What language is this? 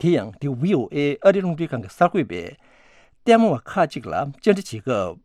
Tibetan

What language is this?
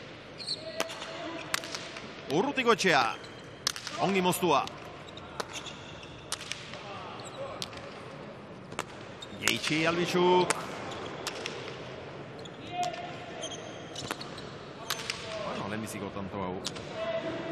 Basque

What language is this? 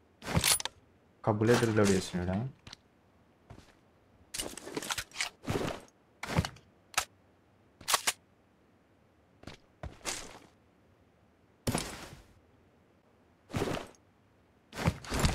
Telugu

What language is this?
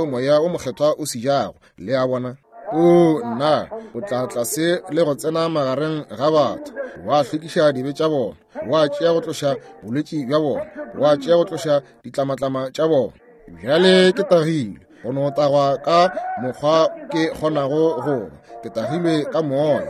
Northern Sotho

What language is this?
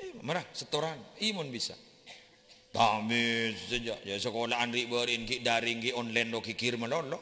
Madurese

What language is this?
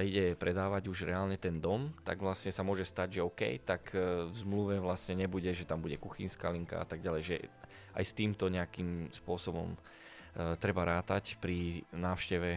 Slovak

